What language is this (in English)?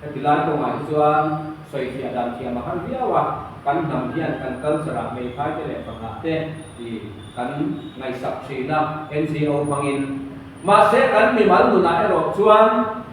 Mizo